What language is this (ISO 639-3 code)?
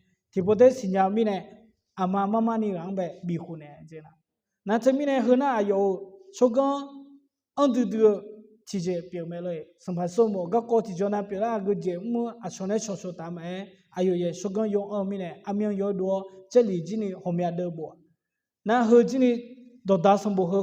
ahk